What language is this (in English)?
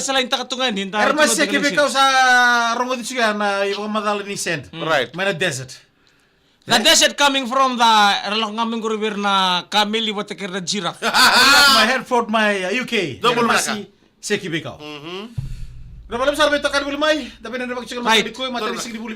Fijian